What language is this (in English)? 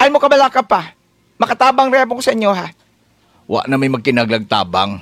Cebuano